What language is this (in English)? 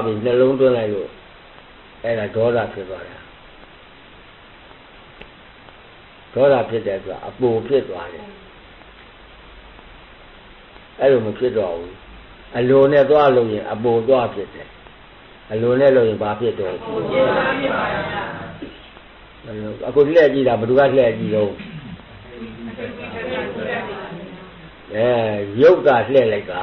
Burmese